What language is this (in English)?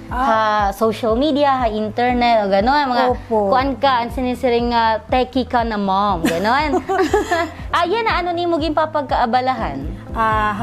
Waray